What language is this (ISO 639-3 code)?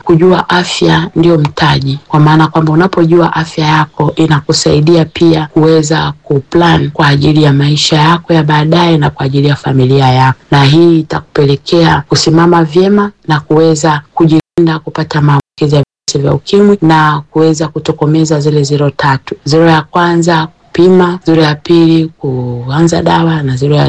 swa